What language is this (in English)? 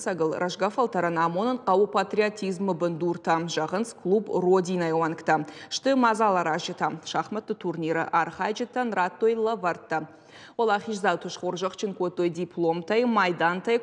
Ossetic